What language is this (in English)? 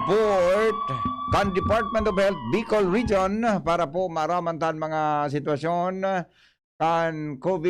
Bikol